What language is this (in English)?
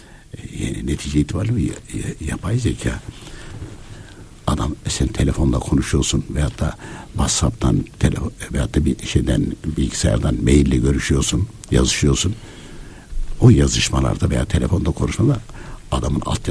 Turkish